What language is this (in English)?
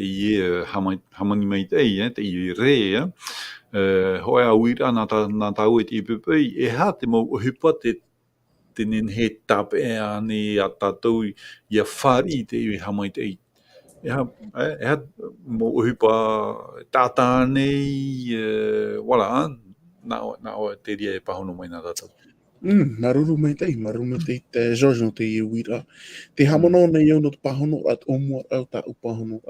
Tahitian